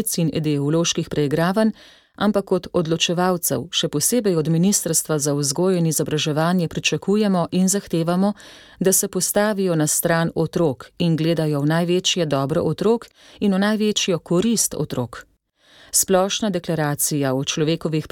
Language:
Slovenian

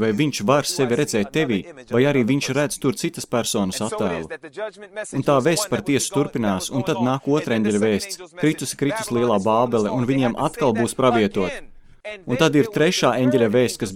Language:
Latvian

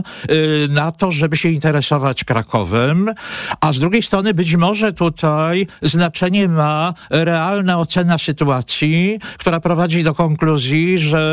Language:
Polish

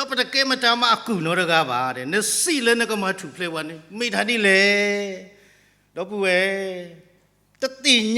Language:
S'gaw Karen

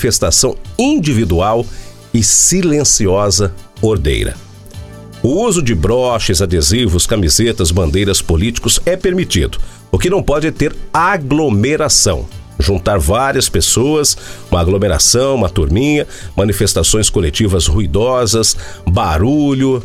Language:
Portuguese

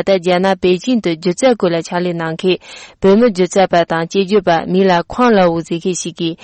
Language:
Tibetan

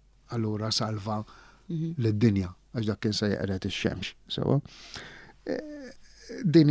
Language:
Maltese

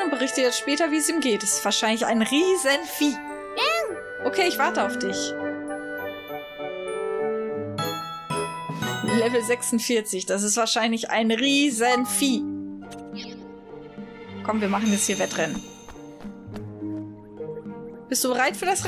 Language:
German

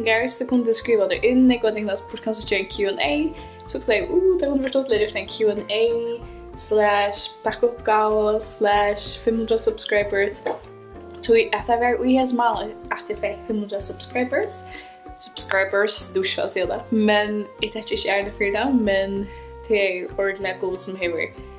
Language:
Faroese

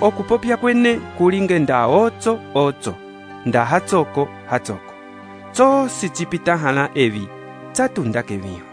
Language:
Umbundu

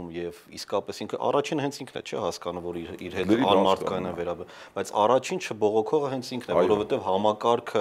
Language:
Armenian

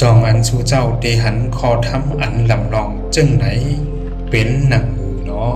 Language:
Shan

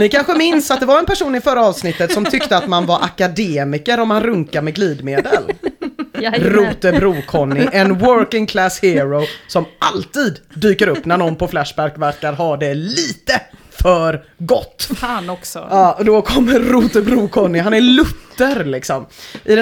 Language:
Swedish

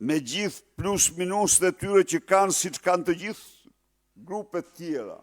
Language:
Albanian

